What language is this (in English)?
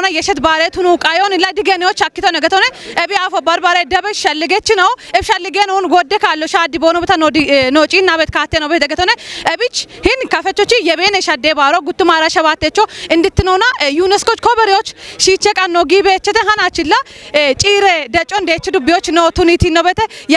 Kafa